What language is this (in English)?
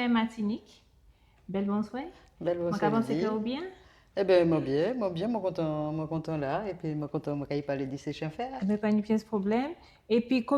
Guadeloupean Creole French